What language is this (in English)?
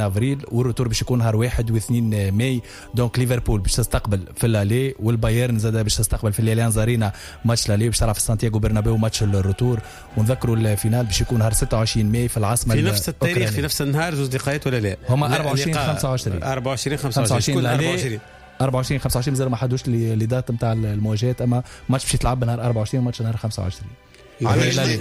Tunisian Arabic